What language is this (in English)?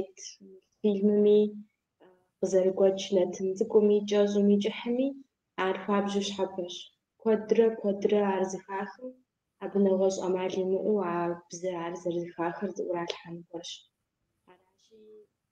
Kabardian